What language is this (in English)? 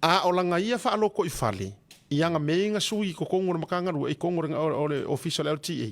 Samoan